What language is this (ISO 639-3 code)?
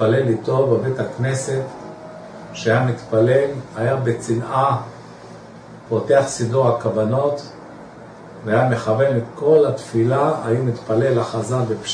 heb